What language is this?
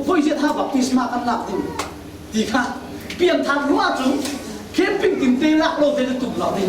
Falam Chin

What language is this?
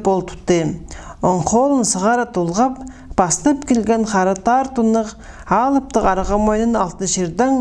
Khakas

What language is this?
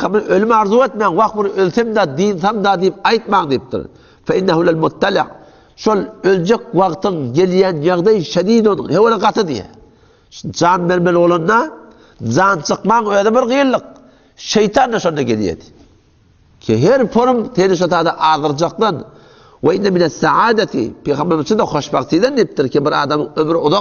Turkmen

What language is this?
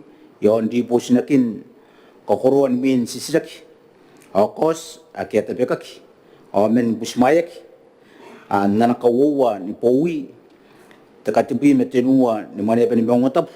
Gilbertese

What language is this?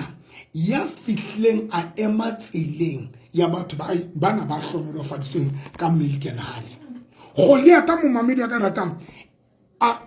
Tswana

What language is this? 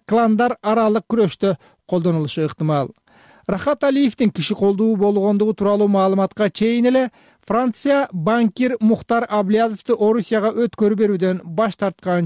Kyrgyz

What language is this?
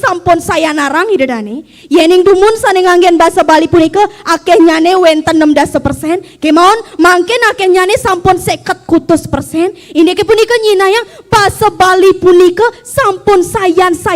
Balinese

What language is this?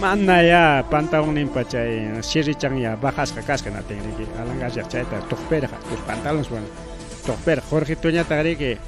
Ayacucho Quechua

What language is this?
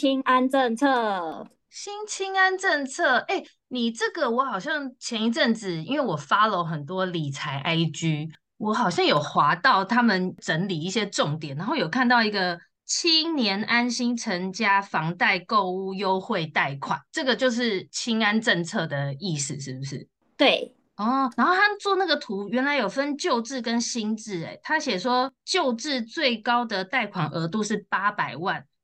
Chinese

